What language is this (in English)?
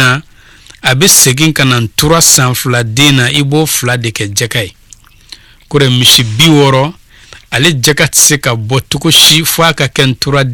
Bambara